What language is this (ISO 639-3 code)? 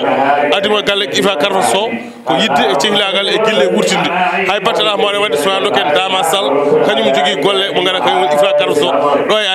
ful